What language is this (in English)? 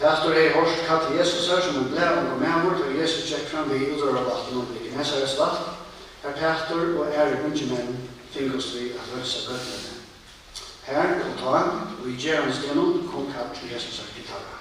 Faroese